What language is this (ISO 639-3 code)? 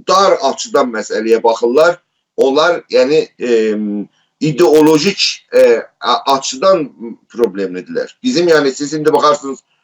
azb